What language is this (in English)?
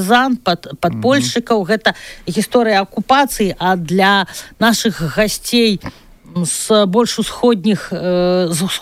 Belarusian